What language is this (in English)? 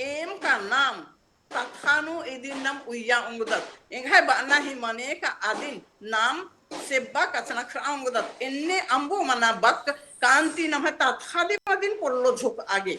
Kurukh